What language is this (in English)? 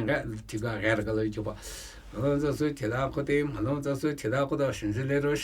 Namuyi